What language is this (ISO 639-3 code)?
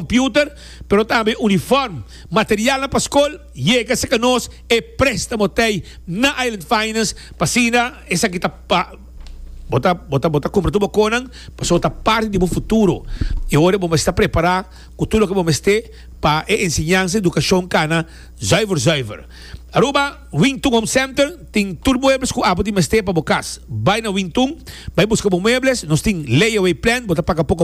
pap